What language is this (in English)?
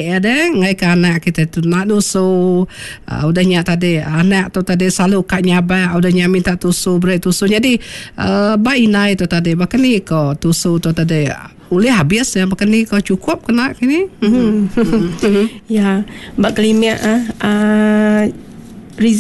Iban